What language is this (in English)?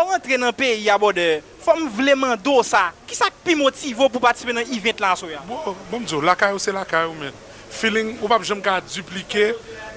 Haitian Creole